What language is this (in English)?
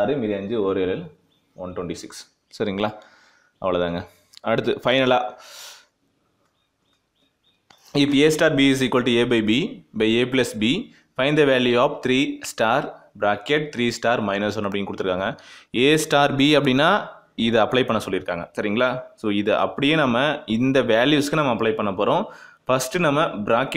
Tamil